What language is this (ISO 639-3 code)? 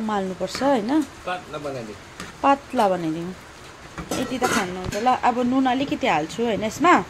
nep